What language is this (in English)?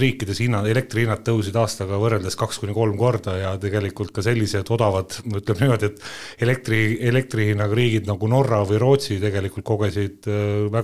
Estonian